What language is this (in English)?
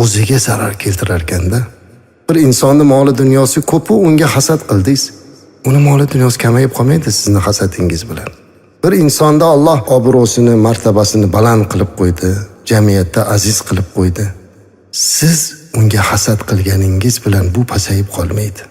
Uzbek